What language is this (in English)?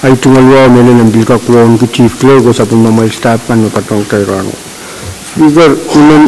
Pohnpeian